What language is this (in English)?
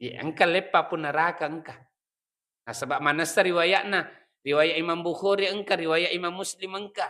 Buginese